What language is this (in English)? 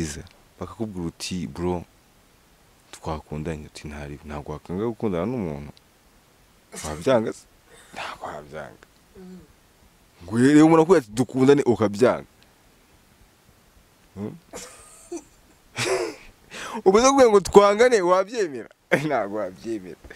Kinyarwanda